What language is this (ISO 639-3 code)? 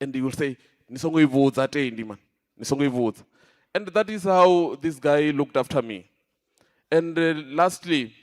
ven